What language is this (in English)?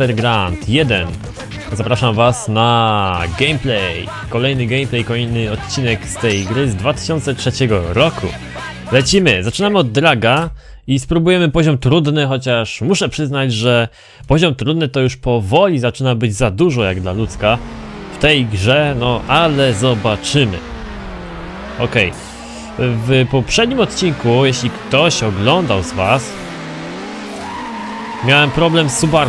Polish